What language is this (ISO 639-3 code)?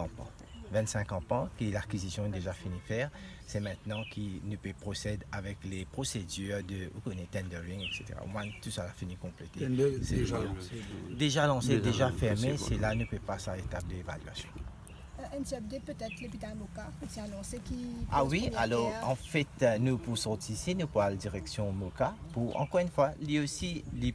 mfe